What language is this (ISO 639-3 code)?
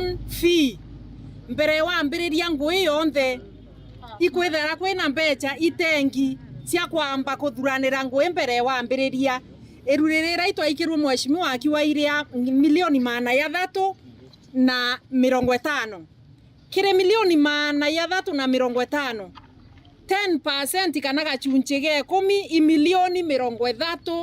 mer